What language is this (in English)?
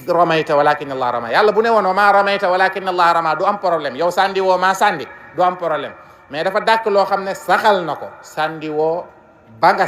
Wolof